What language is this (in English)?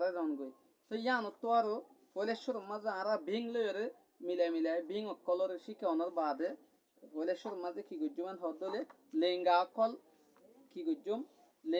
Rohingya